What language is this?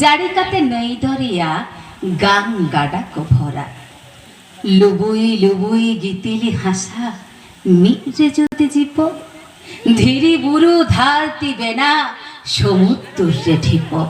Santali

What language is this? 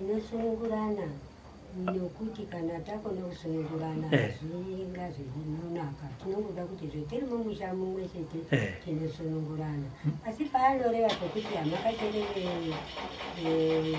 Shona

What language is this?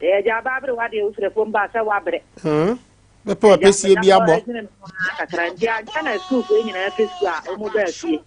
Akan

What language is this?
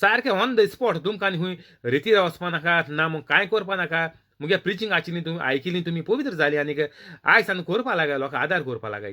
Konkani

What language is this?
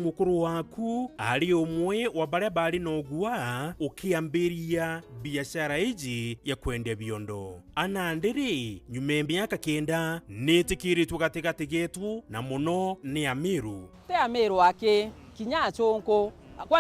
Meru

